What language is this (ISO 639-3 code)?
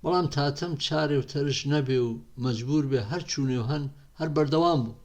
hac